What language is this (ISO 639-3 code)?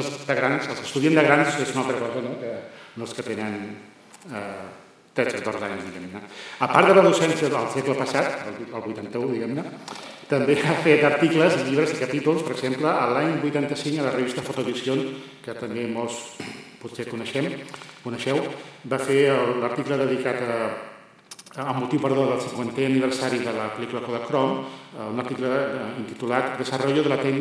cat